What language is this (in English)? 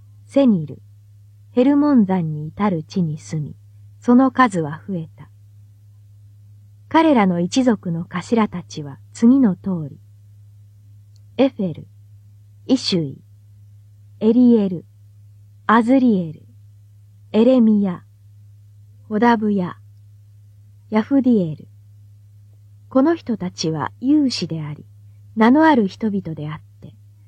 Japanese